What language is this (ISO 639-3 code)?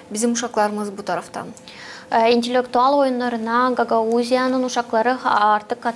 gag